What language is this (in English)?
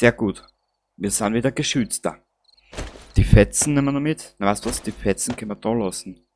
Bavarian